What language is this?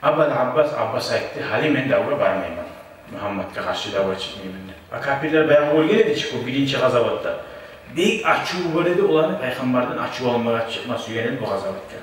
Kumyk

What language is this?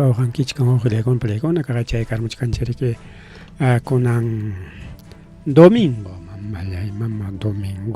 Ayacucho Quechua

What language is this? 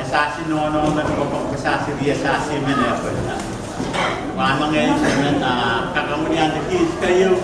Pohnpeian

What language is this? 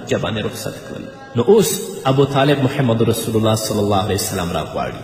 Pashto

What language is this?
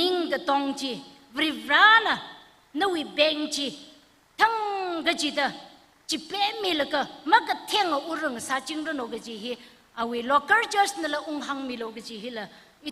Tangkhul Naga (India)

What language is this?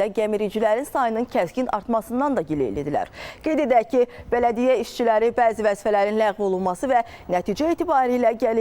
Azerbaijani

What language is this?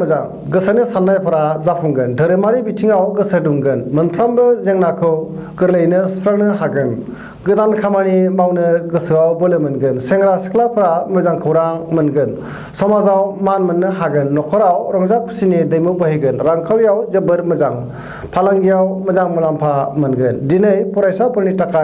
Bodo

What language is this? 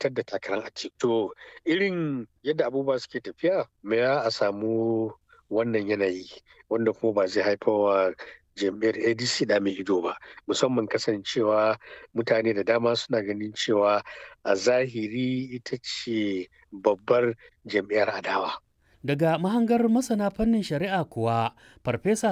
Hausa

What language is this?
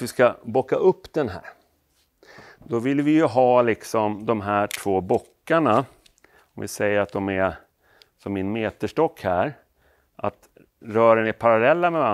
Swedish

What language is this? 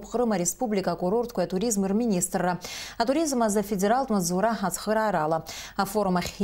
Abkhazian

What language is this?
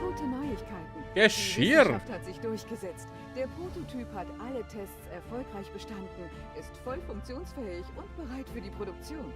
Bavarian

